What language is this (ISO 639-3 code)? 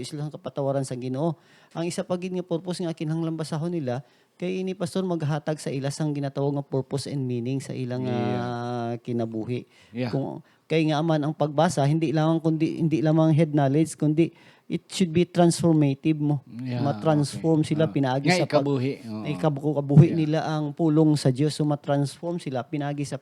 hil